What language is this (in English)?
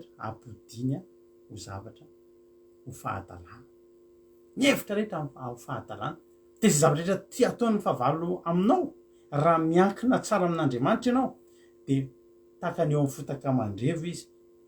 Malagasy